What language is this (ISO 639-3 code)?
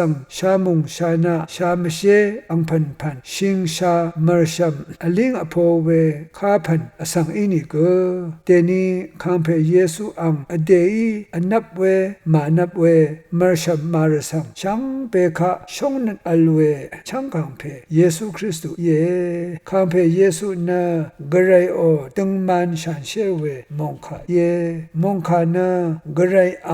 raw